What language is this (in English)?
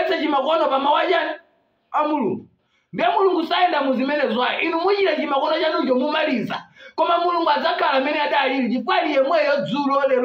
Nyanja